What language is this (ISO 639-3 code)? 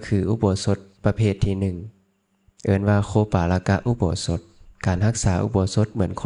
lao